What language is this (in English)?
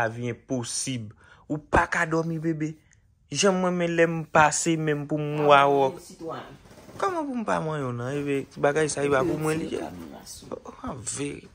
Haitian Creole